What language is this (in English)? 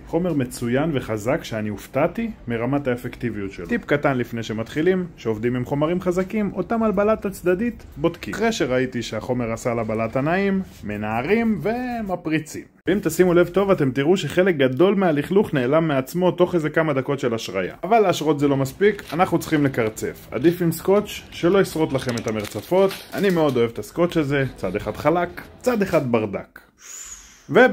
Hebrew